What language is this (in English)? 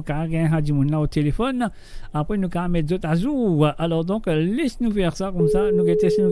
Morisyen